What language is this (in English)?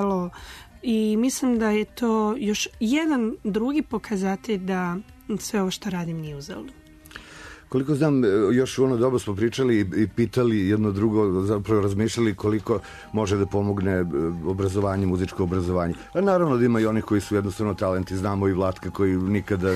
Serbian